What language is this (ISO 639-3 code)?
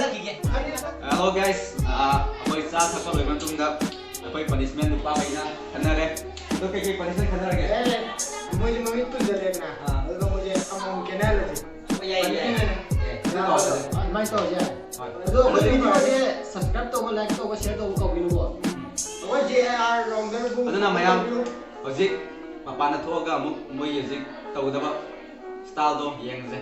mni